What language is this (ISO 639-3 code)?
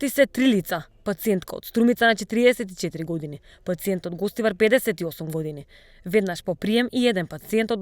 mkd